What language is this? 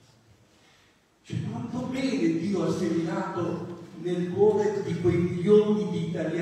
Italian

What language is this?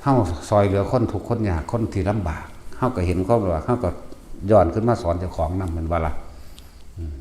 Northeastern Thai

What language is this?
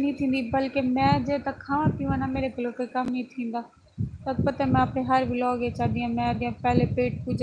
Saraiki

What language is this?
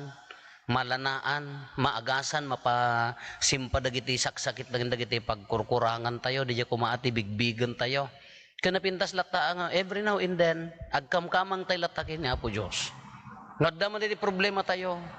Iloko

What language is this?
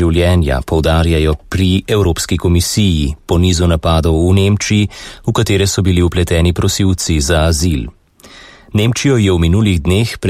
Slovenian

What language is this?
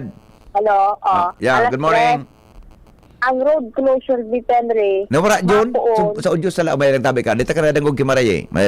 Bikol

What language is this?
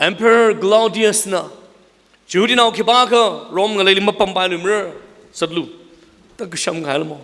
Tangkhul Naga (India)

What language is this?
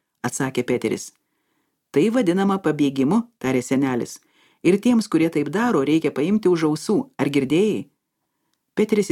Lithuanian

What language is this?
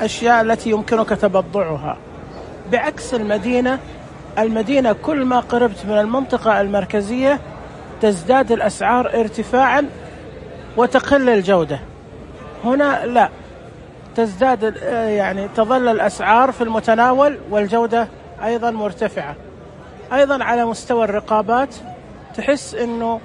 Najdi Arabic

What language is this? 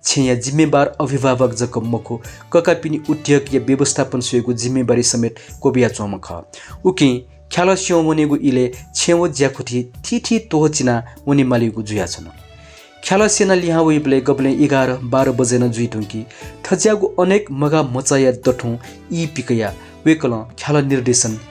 Newari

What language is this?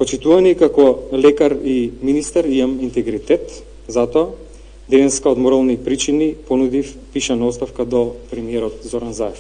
Macedonian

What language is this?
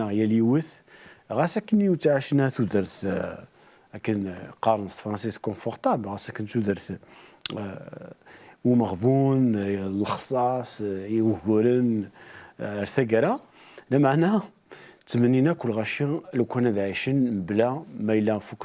Kabyle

